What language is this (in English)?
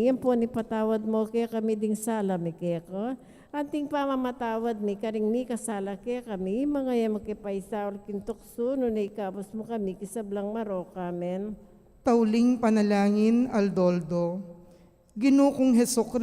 Pampanga